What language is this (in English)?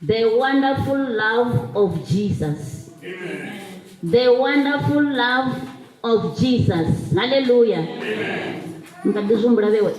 Venda